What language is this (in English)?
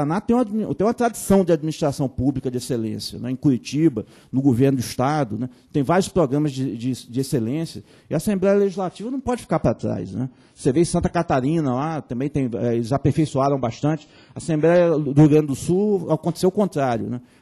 Portuguese